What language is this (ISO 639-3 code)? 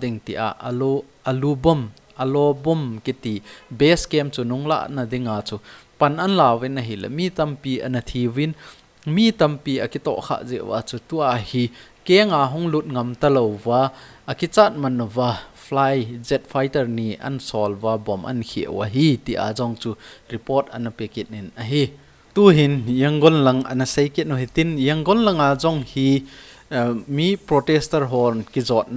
tcz